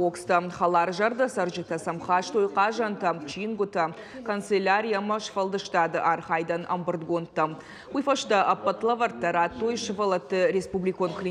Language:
Ossetic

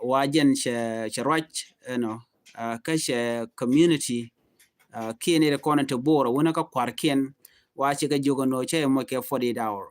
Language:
Nuer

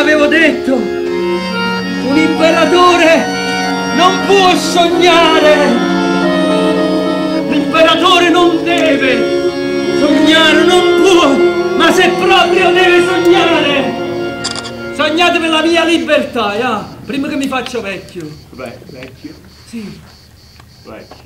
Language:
Italian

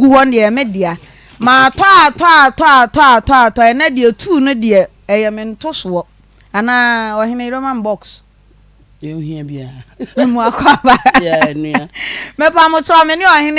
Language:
Akan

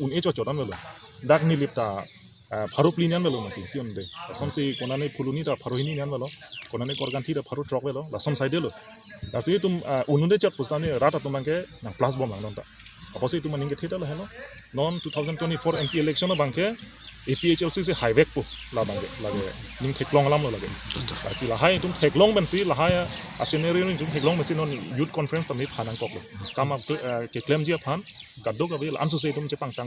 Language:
Karbi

